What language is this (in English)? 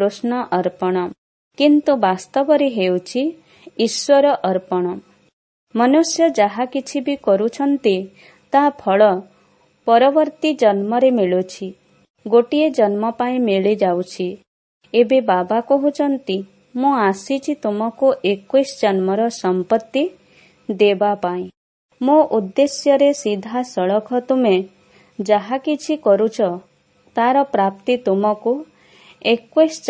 Odia